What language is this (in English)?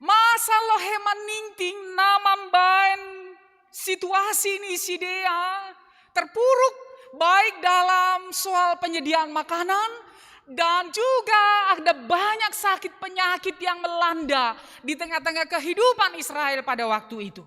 Batak Simalungun